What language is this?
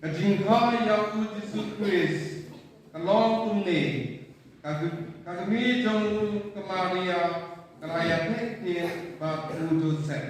Khasi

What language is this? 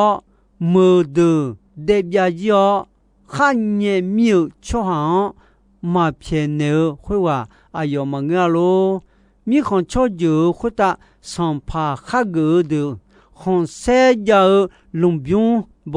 Akha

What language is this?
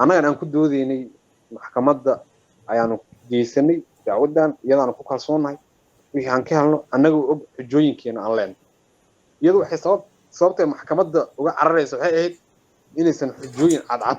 Somali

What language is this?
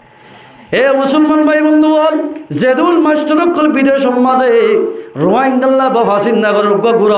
Rohingya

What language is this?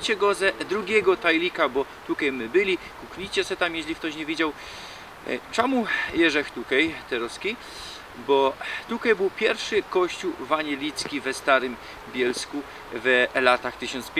Silesian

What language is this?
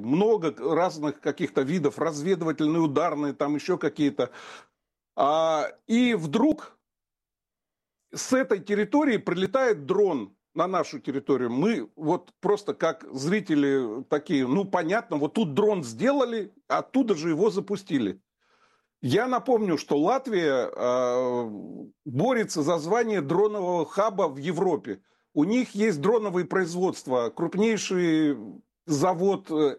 Russian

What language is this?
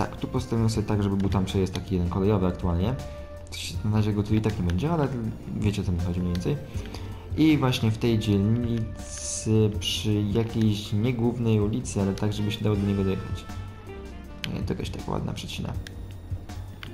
Polish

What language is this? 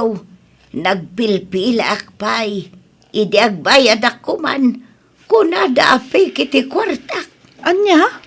Iloko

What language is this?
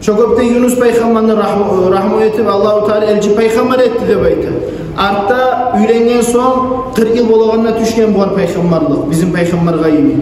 Kumyk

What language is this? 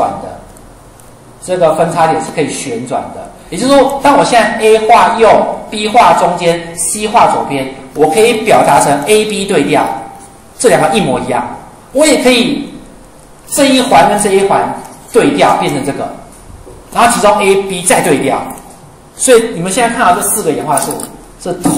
Chinese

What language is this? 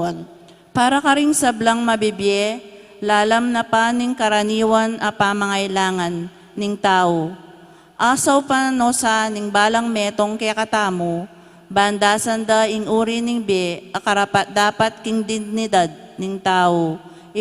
Pampanga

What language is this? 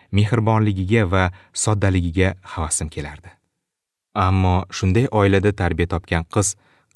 Uzbek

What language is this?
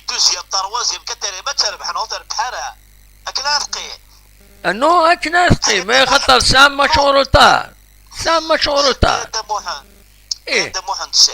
Kabyle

